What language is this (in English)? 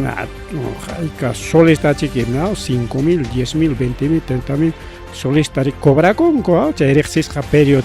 Ayacucho Quechua